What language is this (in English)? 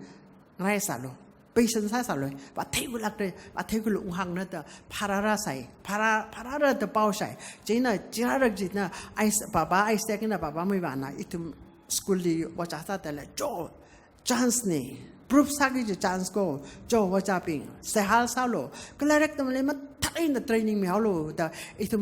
Tangkhul Naga (India)